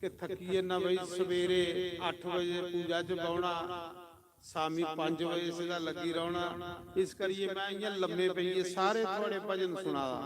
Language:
Dogri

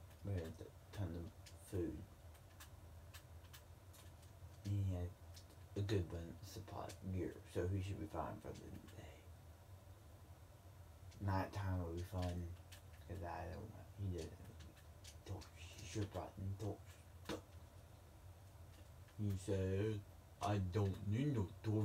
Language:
English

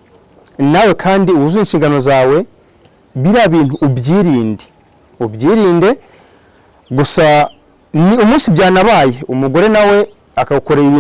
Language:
Kinyarwanda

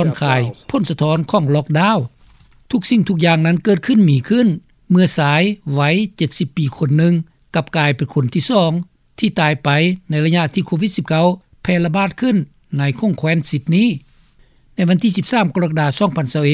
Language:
Lao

